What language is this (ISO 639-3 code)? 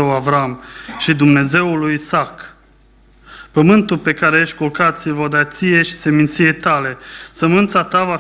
ron